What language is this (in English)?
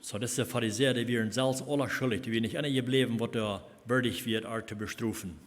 Plautdietsch